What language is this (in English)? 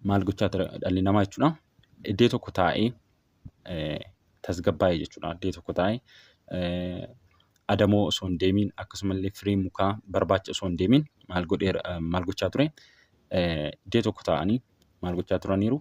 Oromo